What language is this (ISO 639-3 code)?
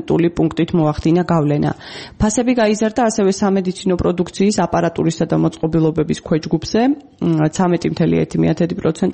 kat